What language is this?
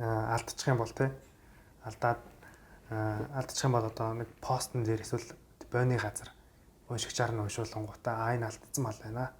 Mongolian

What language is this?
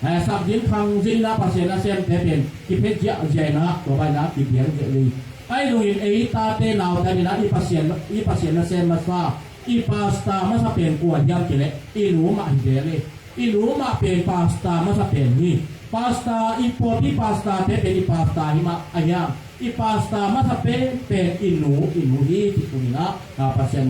Tedim Chin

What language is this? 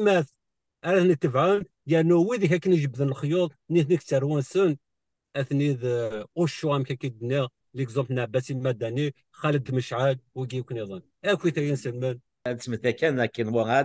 Kabyle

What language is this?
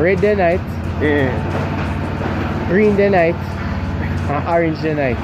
Jamaican Creole English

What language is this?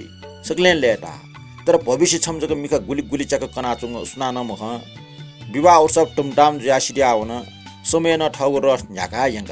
Newari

